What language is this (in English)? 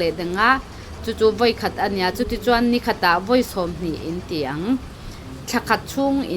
Falam Chin